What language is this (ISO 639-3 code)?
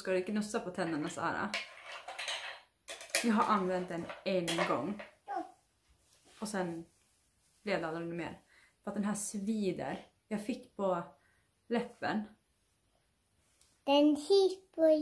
swe